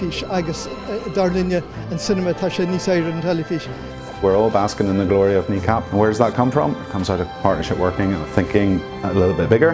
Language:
Irish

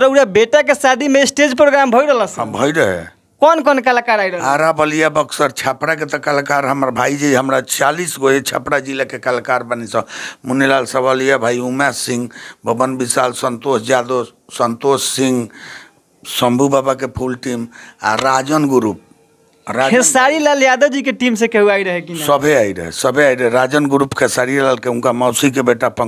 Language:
Bhojpuri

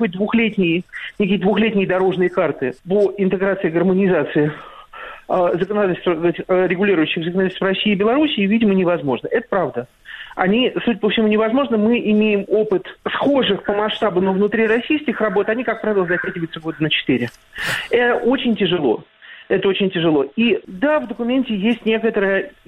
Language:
Russian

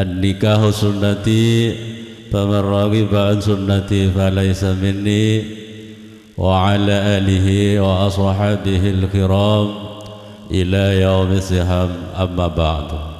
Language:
Madurese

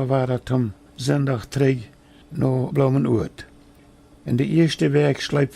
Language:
Plautdietsch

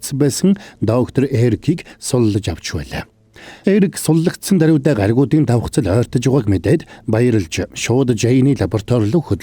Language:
Mongolian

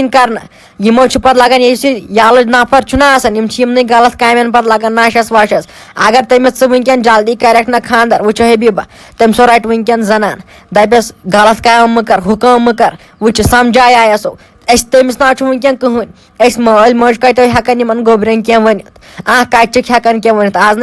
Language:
Kashmiri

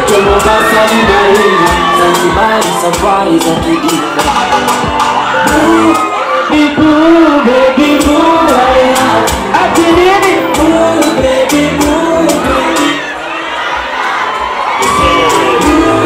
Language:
Swahili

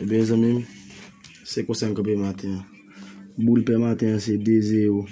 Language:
Haitian Creole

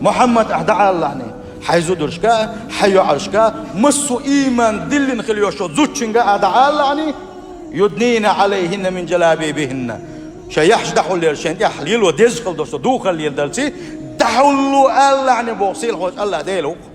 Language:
Chechen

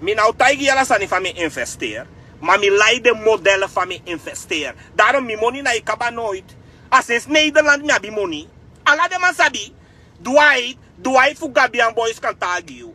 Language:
Sranan Tongo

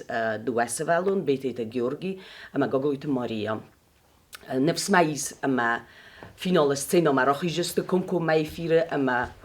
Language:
Ossetic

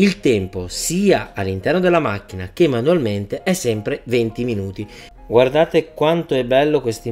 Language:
Italian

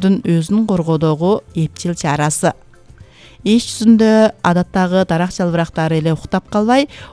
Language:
Kyrgyz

